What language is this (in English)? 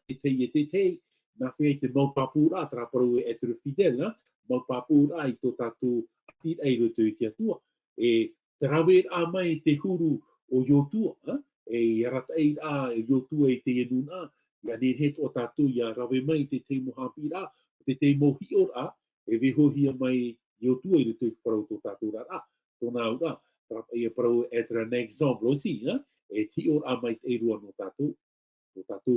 Tahitian